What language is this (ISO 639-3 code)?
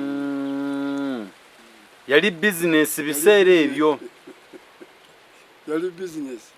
lug